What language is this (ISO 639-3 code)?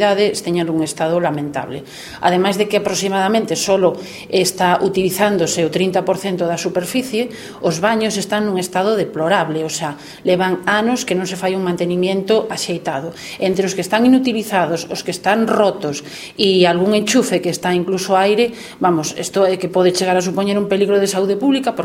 glg